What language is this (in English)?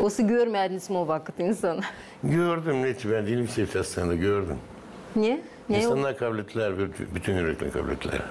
Gagauz